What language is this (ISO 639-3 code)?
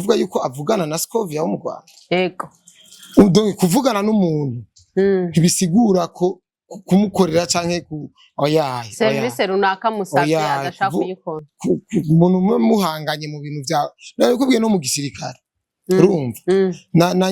run